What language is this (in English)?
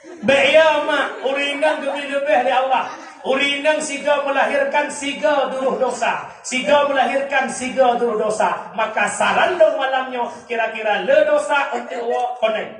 Achinese